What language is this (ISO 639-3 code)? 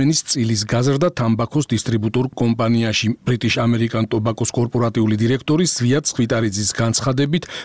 kat